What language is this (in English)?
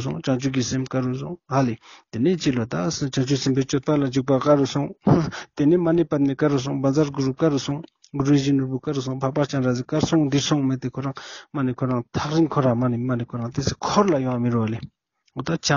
Ladakhi